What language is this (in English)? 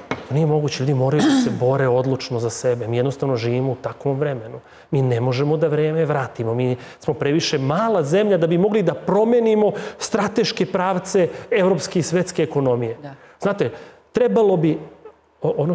Serbian